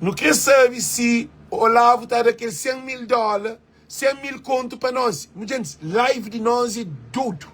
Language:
Kabuverdianu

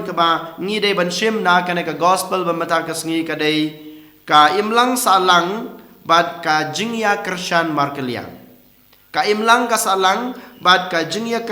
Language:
Khasi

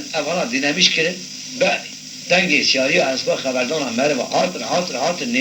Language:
Kurdish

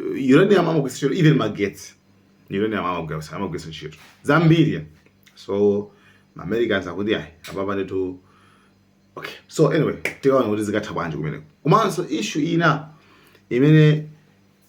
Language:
Nyanja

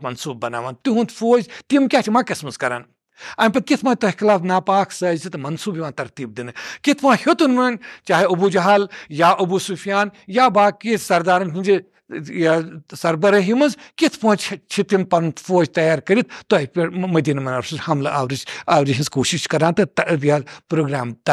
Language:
Kashmiri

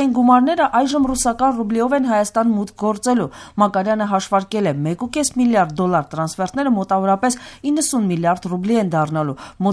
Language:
Armenian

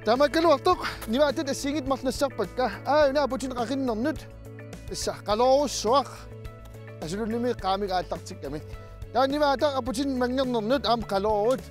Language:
Kalaallisut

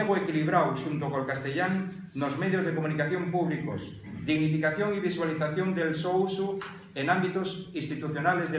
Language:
Asturian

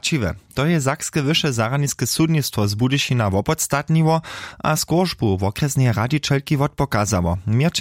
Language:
Upper Sorbian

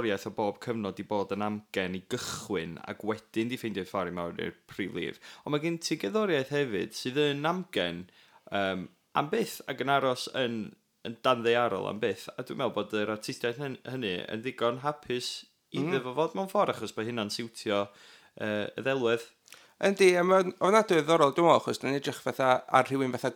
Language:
Welsh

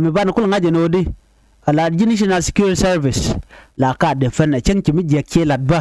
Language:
Nuer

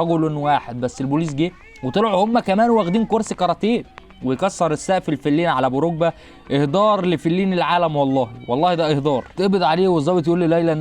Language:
Egyptian Arabic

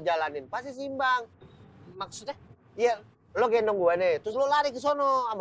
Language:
Betawi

